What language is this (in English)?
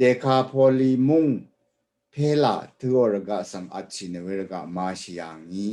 Rawang